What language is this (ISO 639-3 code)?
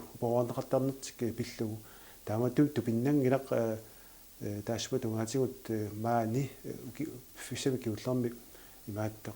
kal